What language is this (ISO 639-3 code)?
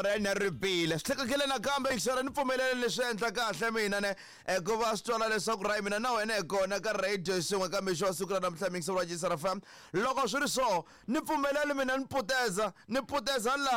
tso